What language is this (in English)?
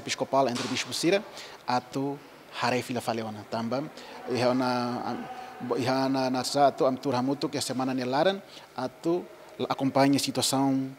Tetum